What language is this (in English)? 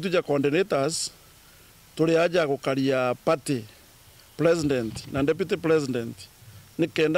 Meru